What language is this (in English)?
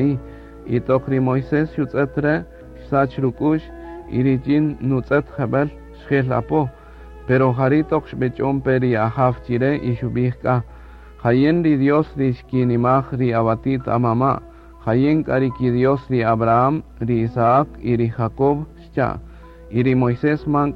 Kaqchikel